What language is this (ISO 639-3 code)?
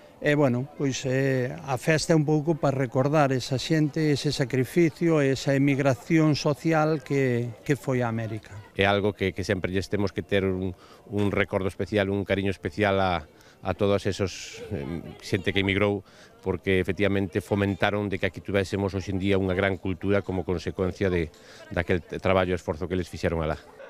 glg